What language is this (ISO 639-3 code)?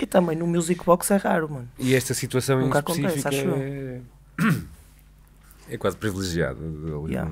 por